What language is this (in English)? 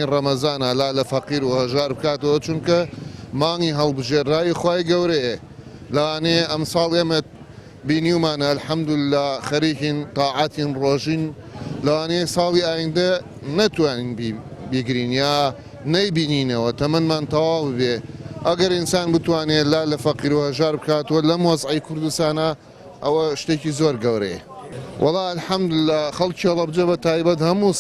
Central Kurdish